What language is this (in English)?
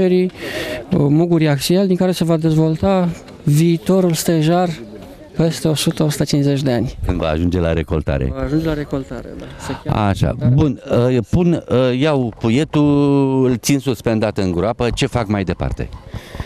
Romanian